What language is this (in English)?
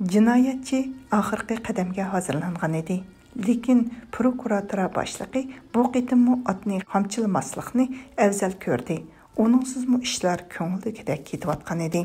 Uyghur